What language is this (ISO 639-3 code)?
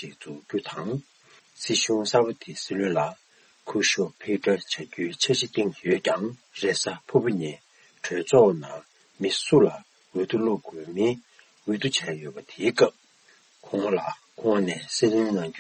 bod